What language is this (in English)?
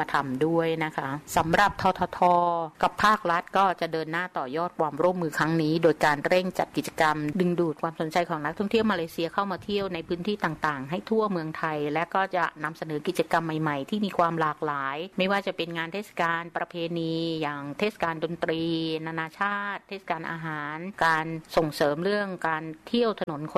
Thai